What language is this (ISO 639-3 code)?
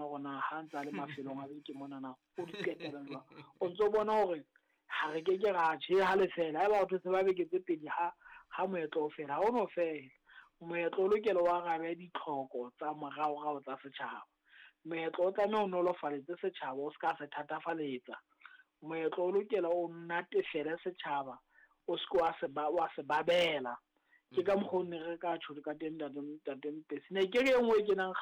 sot